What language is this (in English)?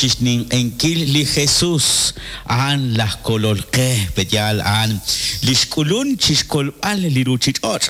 Kekchí